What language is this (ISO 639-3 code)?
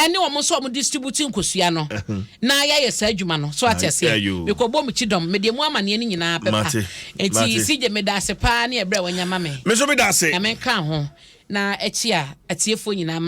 aka